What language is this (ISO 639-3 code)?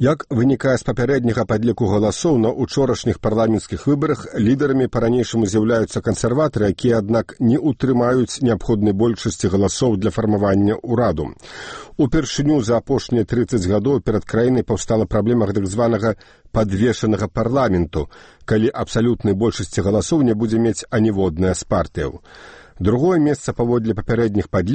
bel